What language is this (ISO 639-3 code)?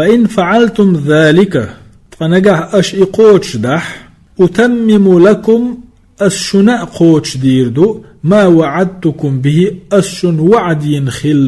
che